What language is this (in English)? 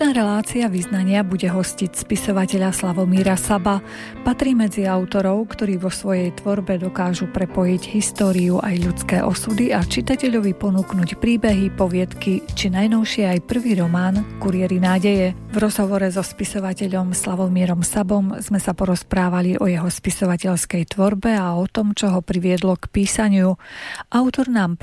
Slovak